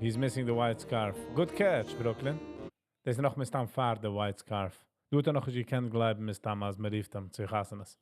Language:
Yiddish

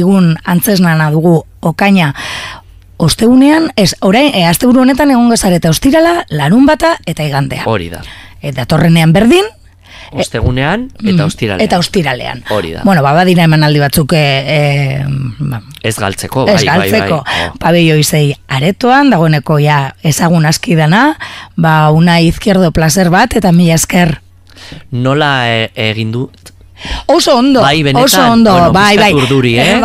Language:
Basque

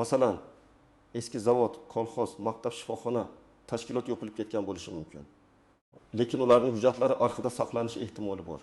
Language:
Uzbek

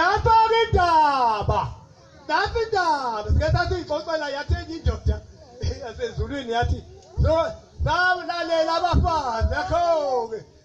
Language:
Zulu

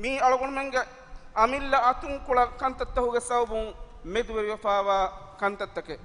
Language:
Divehi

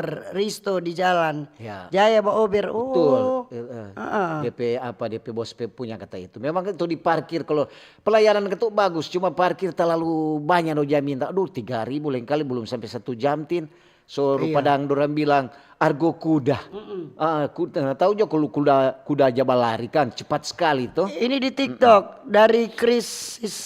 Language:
Manado Malay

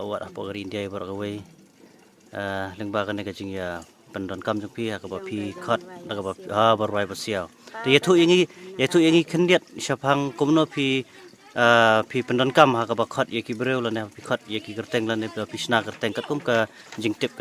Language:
Khasi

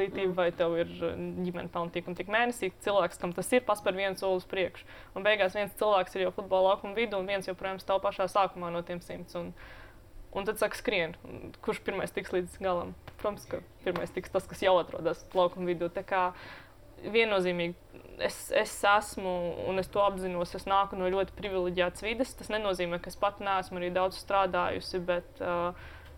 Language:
Latvian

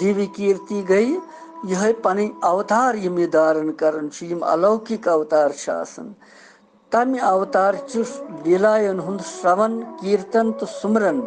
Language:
Kashmiri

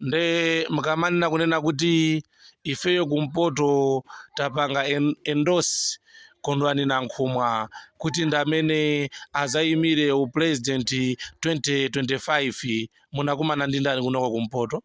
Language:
Nyanja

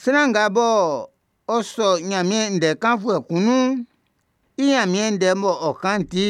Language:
Baoulé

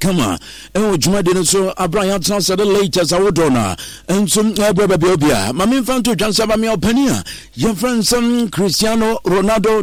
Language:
Akan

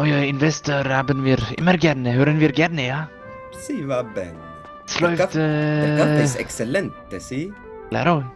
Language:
Swiss German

